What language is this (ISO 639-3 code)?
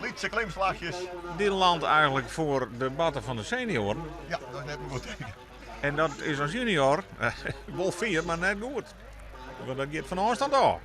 fry